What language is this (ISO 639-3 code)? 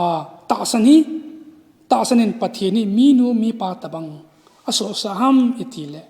tcz